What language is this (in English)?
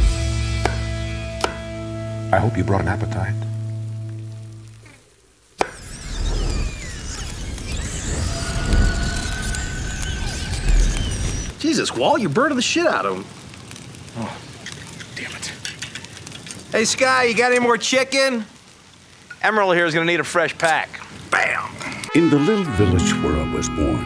English